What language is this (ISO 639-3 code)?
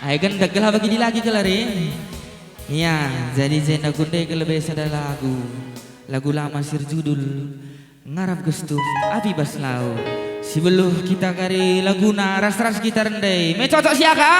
btx